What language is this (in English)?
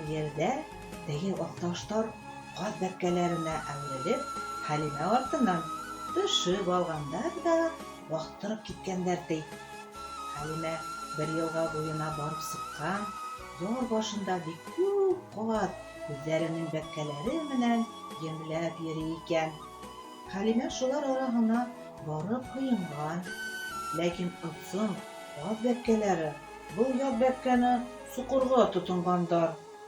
Bashkir